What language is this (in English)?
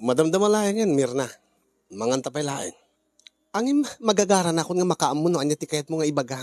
Iloko